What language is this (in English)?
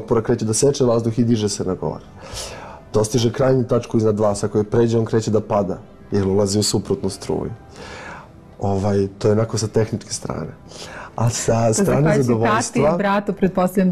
Serbian